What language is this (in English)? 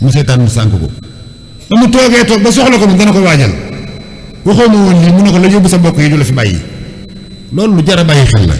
Wolof